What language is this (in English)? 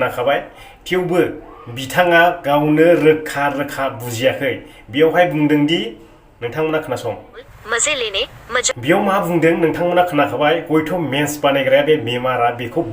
Bodo